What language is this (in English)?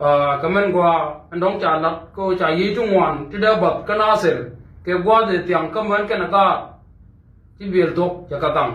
Nuer